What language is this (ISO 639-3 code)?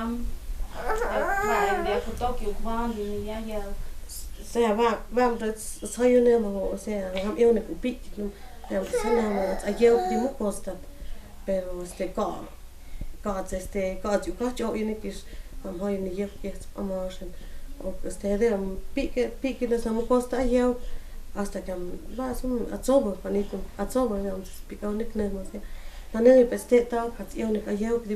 mto